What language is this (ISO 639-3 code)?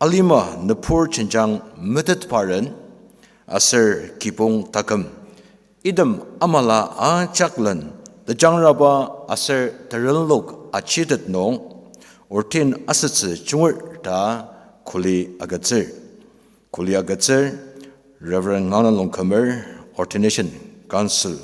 njo